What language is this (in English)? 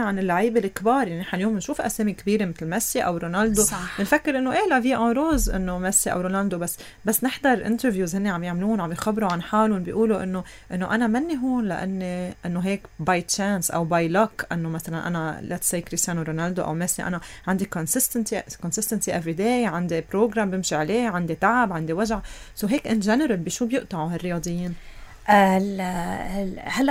North Levantine Arabic